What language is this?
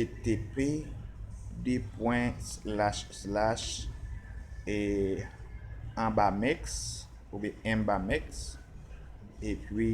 Haitian Creole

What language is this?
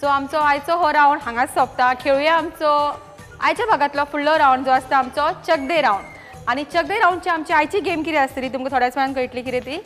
Konkani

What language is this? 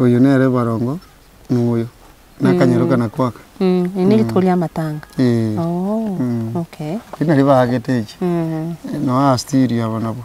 Gusii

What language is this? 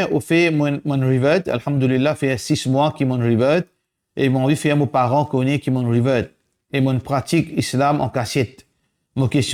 Morisyen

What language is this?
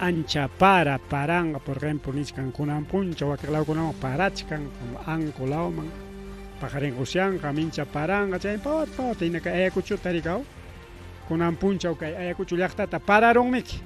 Ayacucho Quechua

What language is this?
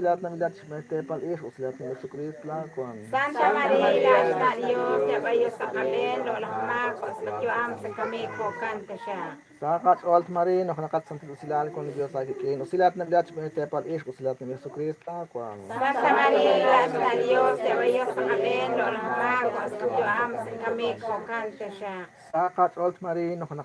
Kekchí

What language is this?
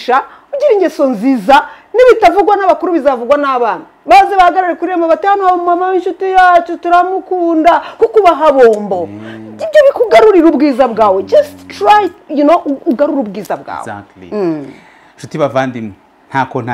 Kinyarwanda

